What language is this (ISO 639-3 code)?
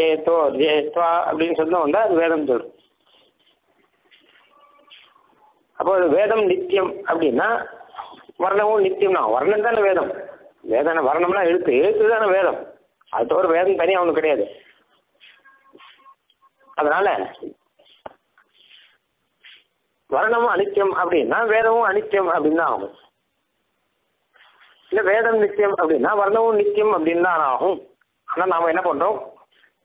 tam